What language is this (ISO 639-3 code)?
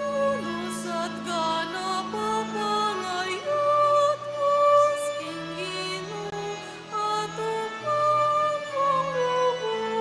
pam